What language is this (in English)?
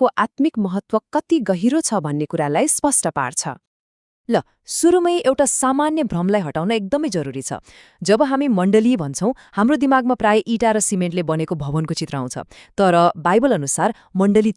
Nepali